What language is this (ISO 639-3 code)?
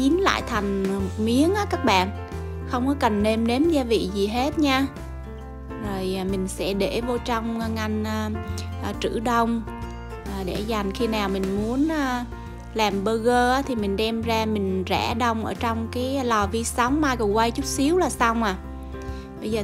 vie